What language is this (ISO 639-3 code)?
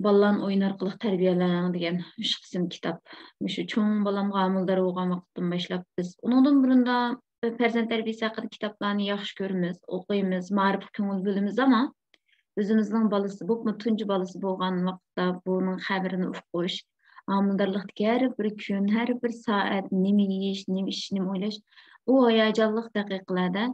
uig